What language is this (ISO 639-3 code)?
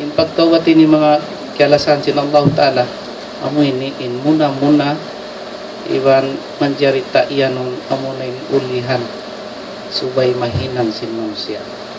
tsg